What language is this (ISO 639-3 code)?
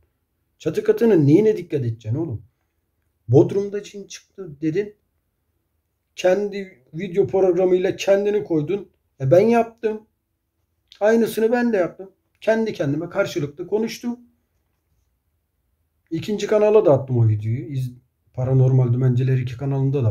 tur